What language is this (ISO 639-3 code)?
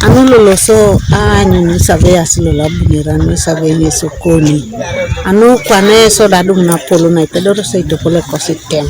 teo